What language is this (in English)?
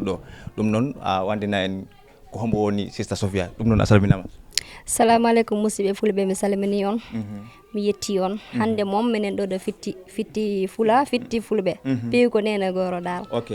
Fula